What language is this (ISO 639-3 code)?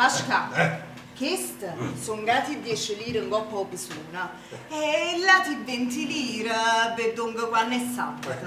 nap